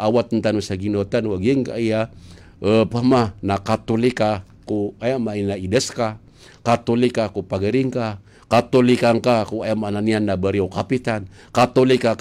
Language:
Maranao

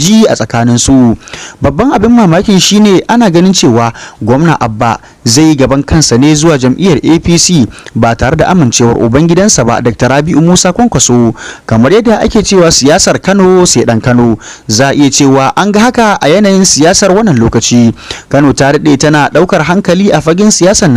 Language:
Hausa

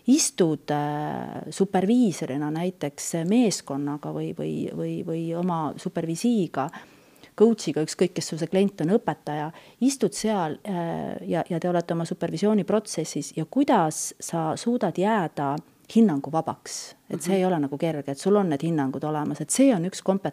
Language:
Estonian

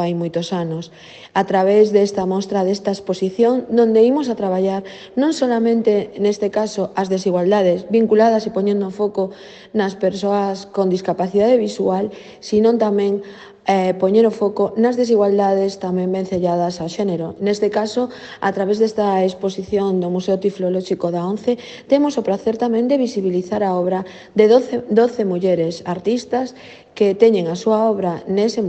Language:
Galician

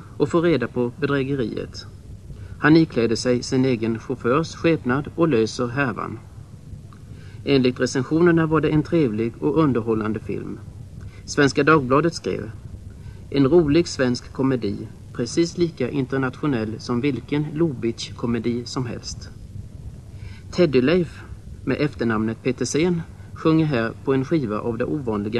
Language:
Swedish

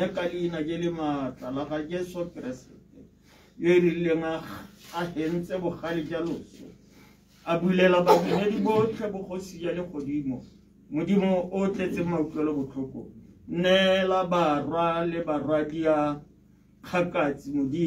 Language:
Tswana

